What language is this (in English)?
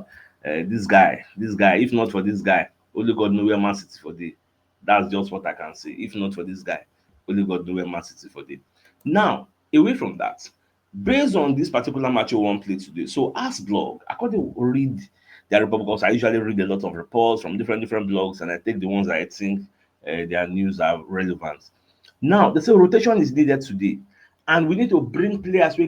Nigerian Pidgin